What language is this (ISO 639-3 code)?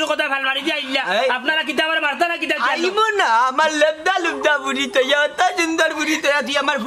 syl